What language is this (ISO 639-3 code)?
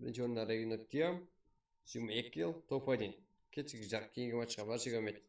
kaa